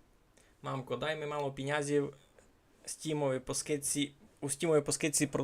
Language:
Rusyn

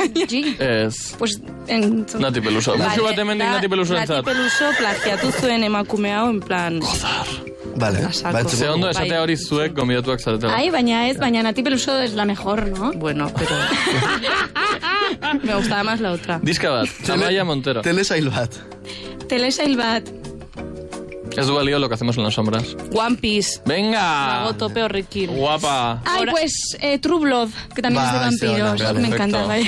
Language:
Basque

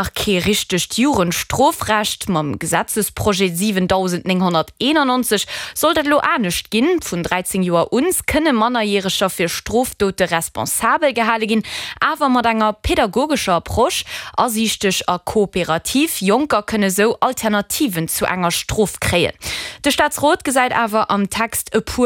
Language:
Luxembourgish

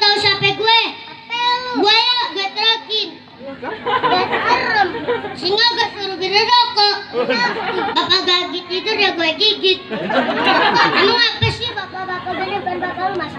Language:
Betawi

